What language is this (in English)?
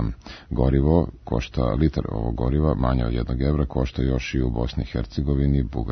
Serbian